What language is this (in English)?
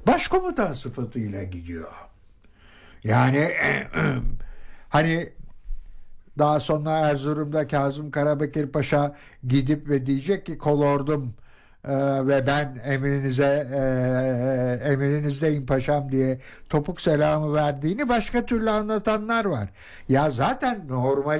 Turkish